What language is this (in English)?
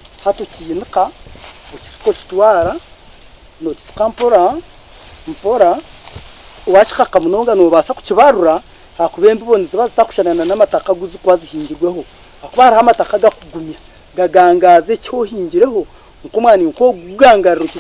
Nyankole